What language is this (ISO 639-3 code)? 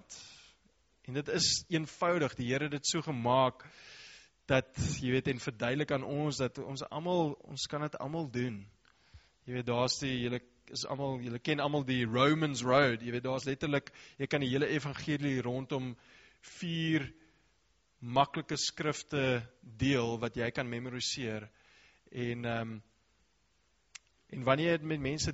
afr